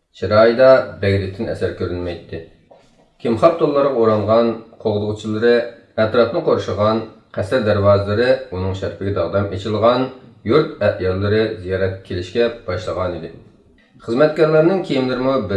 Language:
Uyghur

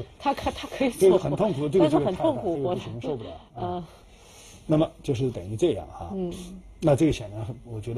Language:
Chinese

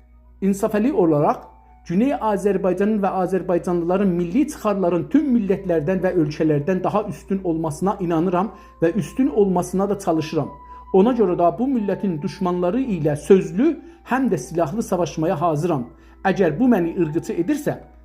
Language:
South Azerbaijani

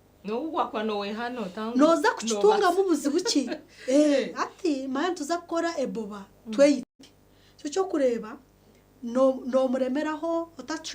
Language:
Nyankole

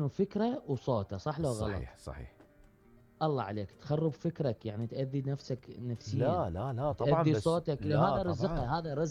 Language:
Mesopotamian Arabic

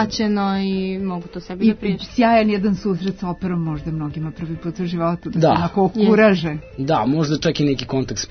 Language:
Serbian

